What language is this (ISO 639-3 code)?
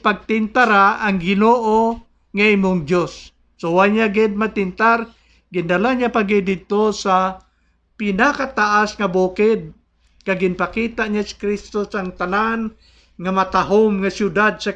hil